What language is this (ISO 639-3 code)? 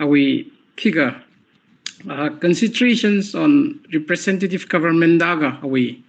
nmf